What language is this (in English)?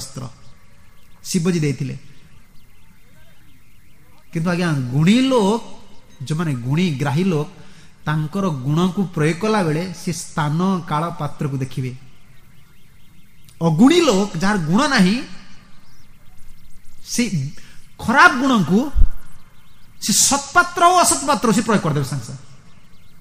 Odia